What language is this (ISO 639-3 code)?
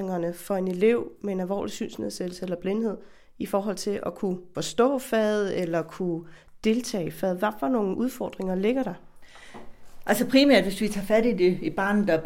dan